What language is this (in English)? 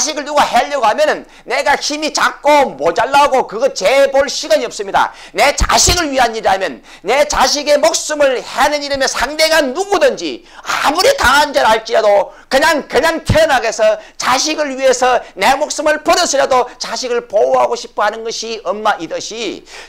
Korean